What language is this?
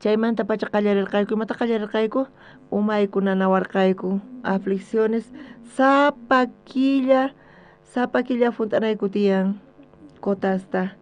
South Bolivian Quechua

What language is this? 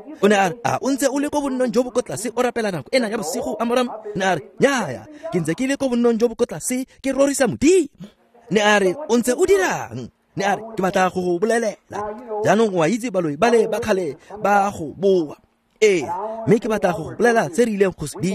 Tswana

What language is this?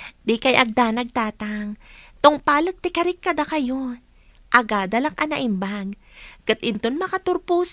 Iloko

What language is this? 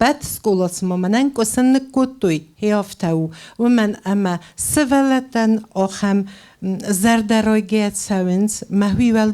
Ossetic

